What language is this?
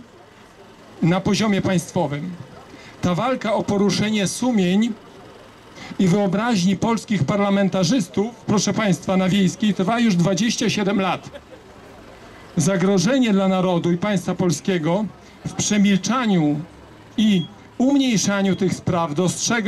Polish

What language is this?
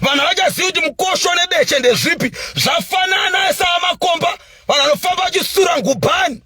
Shona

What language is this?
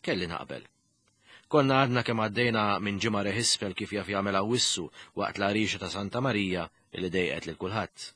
Maltese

